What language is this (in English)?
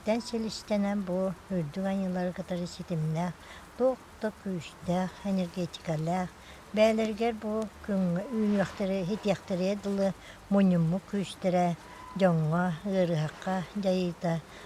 Yakut